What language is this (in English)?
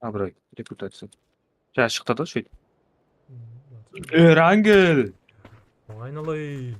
Kara-Kalpak